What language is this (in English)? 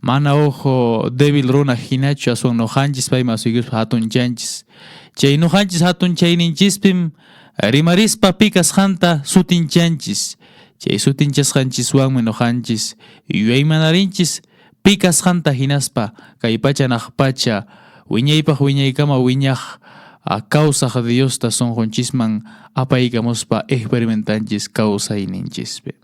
Quechua